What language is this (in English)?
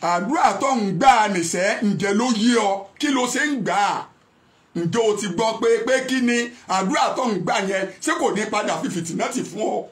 Yoruba